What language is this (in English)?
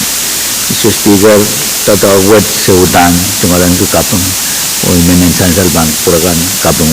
Pohnpeian